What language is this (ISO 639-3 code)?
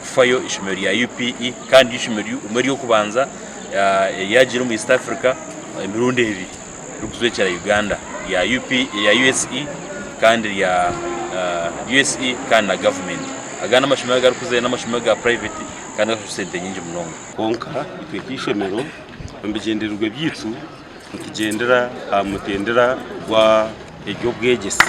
nyn